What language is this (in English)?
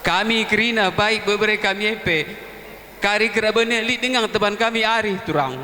Batak Karo